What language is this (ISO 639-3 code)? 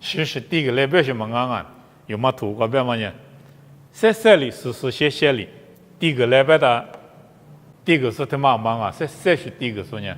lis